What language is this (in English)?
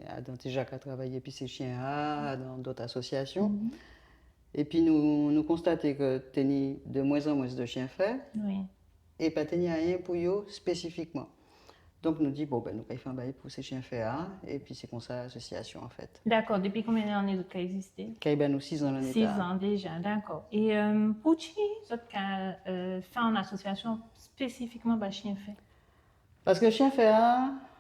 Guadeloupean Creole French